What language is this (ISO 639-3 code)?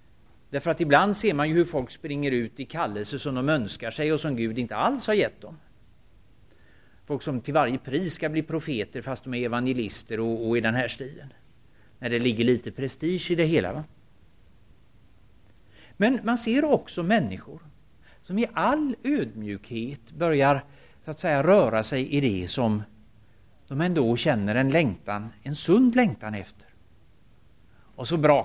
swe